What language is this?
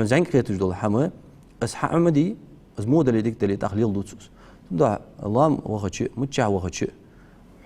Ingush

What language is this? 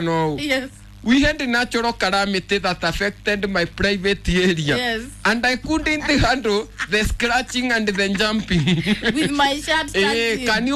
Kikuyu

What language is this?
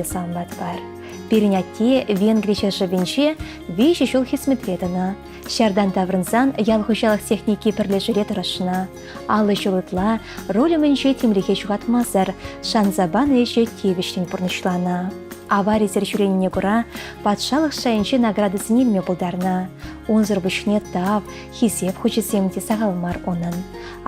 Chuvash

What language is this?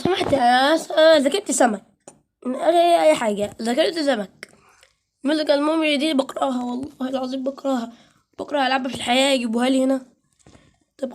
Egyptian Arabic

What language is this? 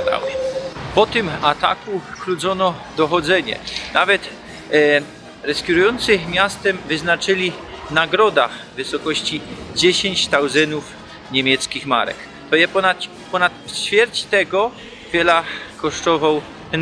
Silesian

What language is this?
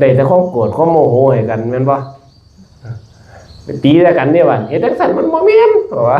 Northeastern Thai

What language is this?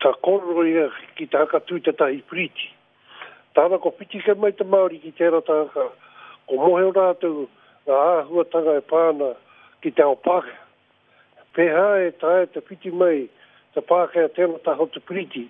Māori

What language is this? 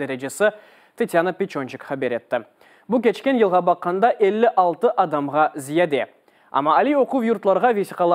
Crimean Tatar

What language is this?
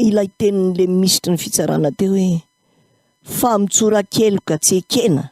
Malagasy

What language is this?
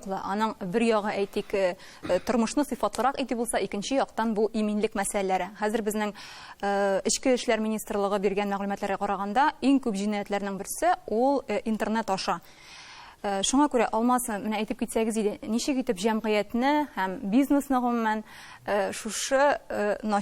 Tatar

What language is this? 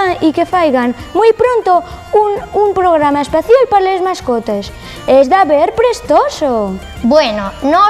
Asturian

